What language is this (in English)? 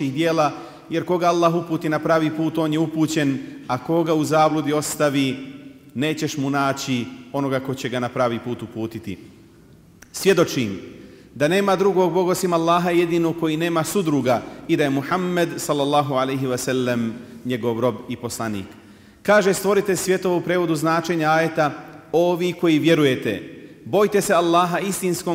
Bosnian